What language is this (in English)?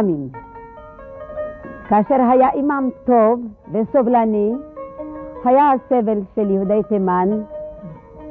Hebrew